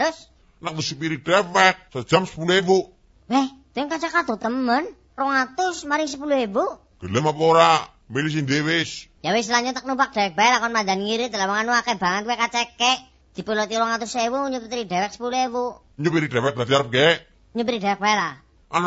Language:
Javanese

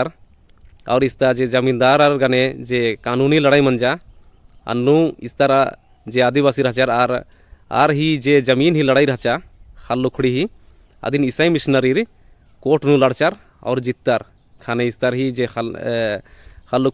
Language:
Kurukh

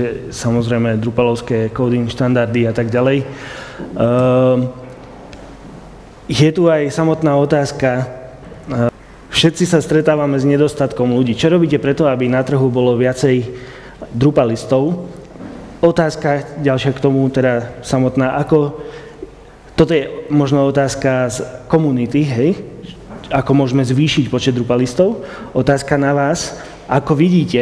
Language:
Slovak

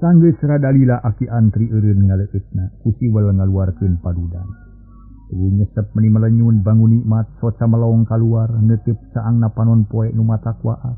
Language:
Sundanese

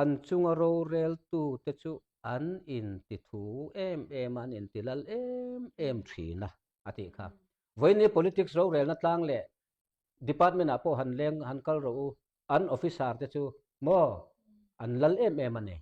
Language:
Mizo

